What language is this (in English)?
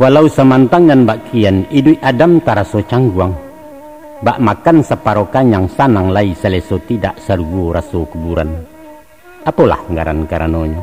Minangkabau